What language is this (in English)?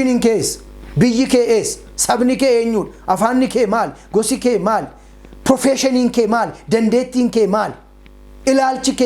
Oromo